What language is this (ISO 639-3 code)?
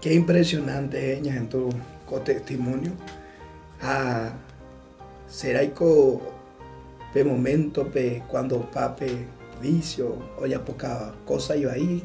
grn